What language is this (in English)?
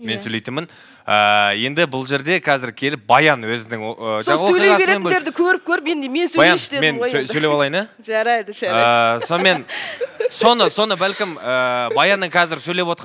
Kazakh